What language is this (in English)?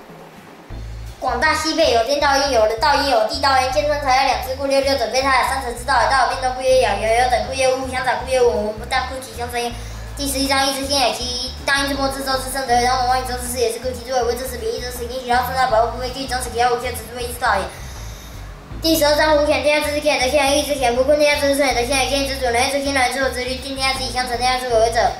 Literary Chinese